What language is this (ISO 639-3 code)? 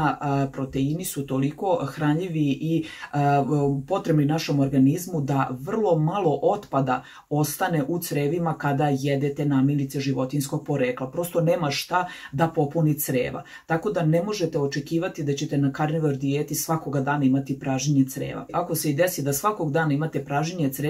srp